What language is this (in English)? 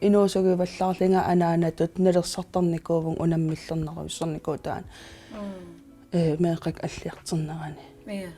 Kalaallisut